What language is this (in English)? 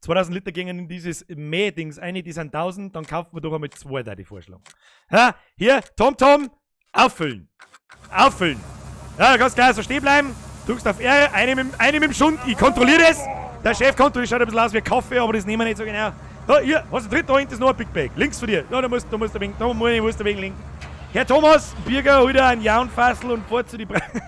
Bavarian